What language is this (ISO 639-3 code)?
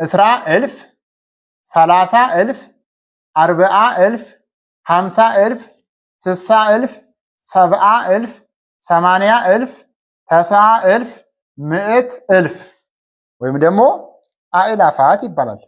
amh